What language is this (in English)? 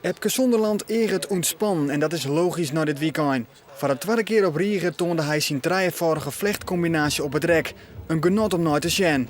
Western Frisian